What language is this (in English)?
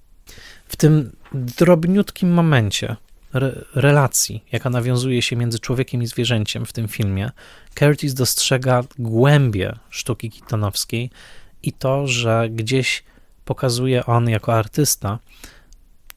Polish